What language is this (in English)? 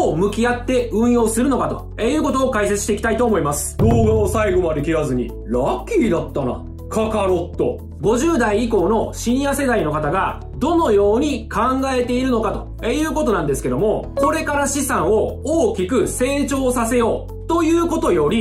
Japanese